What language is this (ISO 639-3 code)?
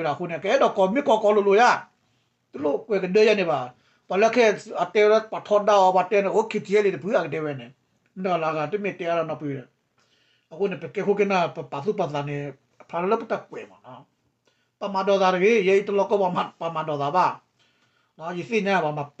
ksw